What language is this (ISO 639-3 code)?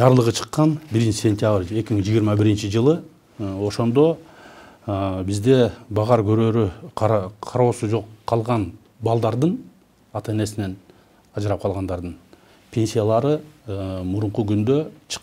kir